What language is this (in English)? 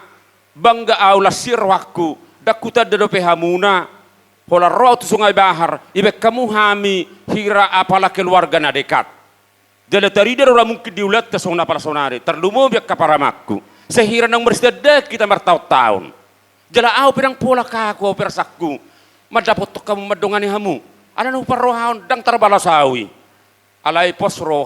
Batak Toba